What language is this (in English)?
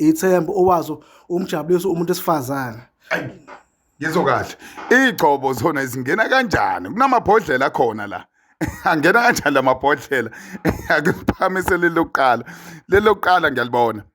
Zulu